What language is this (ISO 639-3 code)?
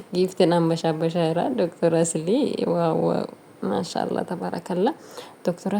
orm